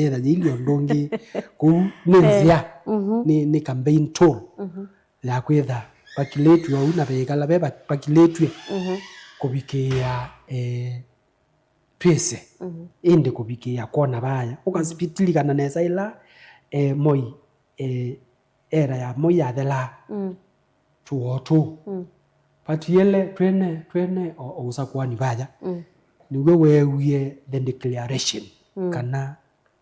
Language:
Kamba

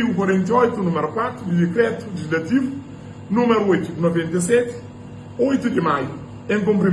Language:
Kabuverdianu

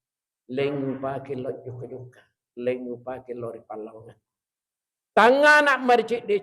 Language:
Buginese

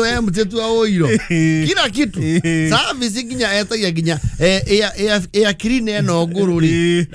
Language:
Kikuyu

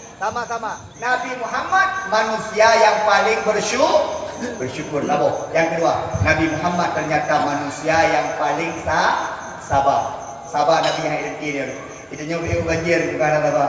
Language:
Achinese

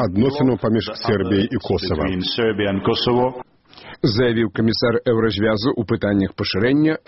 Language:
Belarusian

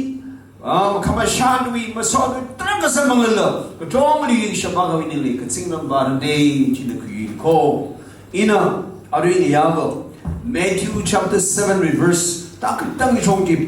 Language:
Tangkhul Naga (India)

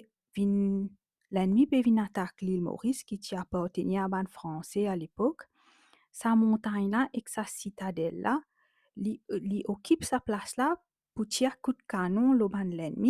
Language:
Morisyen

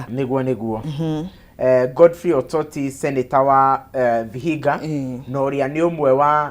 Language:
Kikuyu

